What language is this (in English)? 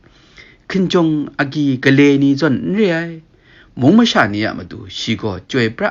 Kachin